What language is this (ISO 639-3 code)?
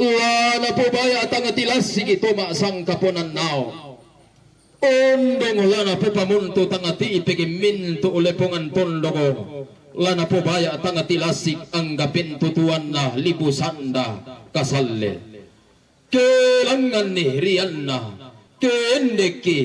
sda